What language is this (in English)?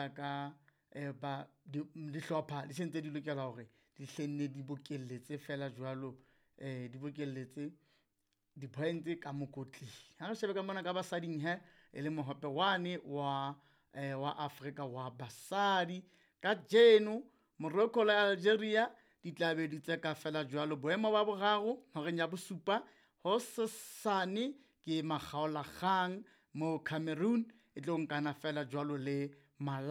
Southern Sotho